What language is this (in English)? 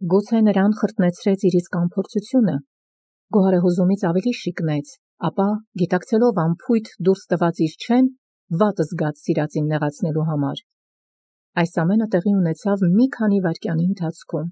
Armenian